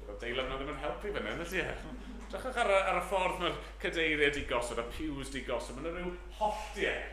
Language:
Welsh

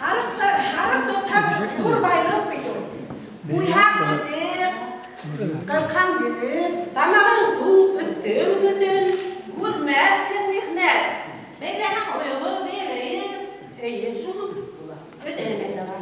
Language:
Bashkir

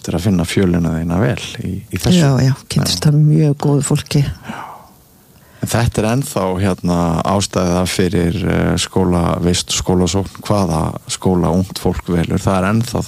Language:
Icelandic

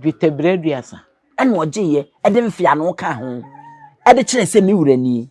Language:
Akan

